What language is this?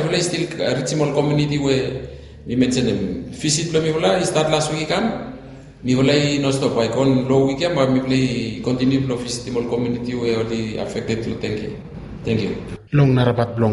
Bislama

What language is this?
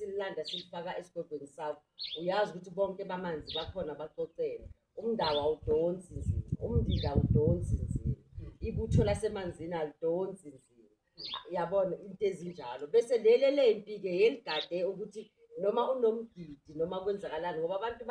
Zulu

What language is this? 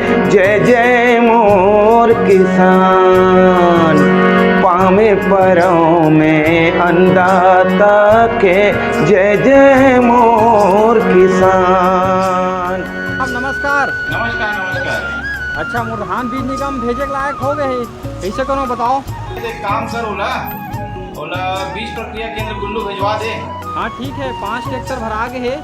Chhattisgarhi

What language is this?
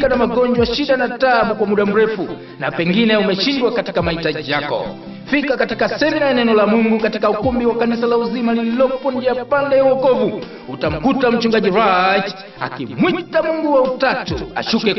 Swahili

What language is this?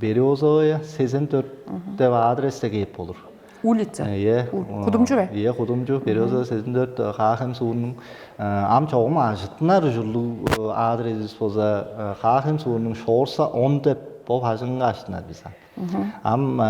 Tuvinian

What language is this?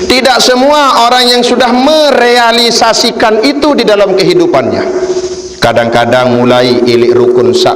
Sasak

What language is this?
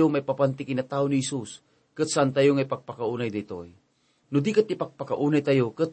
Iloko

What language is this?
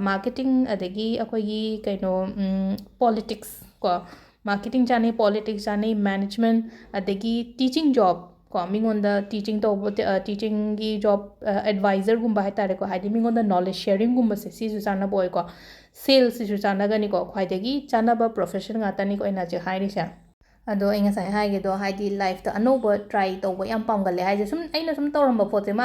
Manipuri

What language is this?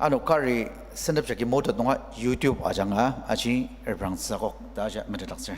Ao Naga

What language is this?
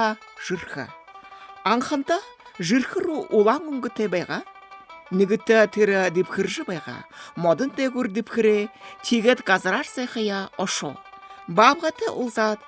Buriat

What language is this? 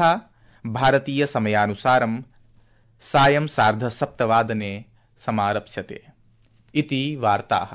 Sanskrit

